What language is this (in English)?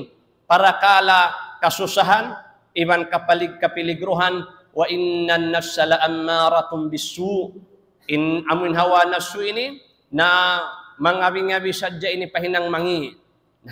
Tausug